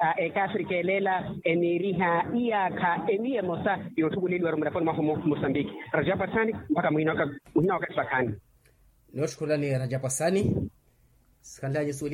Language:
Makhuwa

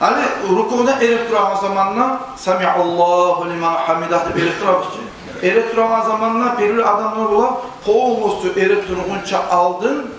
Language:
Kumyk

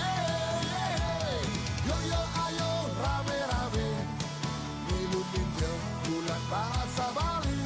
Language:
Balinese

